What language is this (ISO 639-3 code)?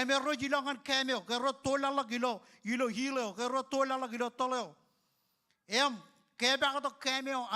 mah